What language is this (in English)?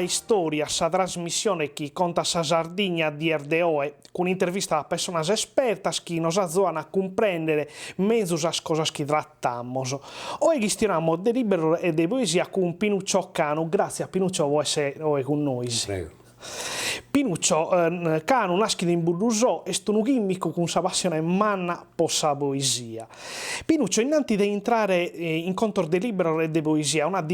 Sardinian